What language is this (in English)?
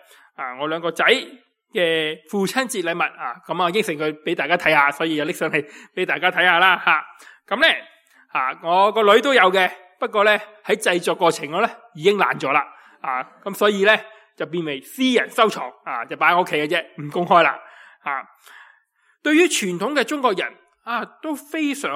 Cantonese